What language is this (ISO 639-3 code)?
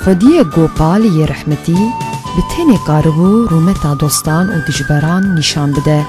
kur